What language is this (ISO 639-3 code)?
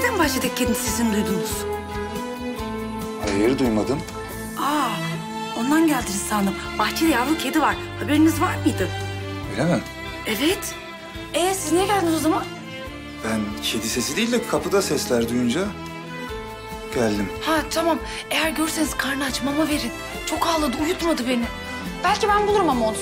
tur